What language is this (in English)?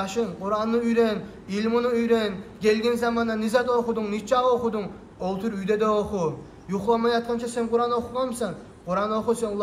Kumyk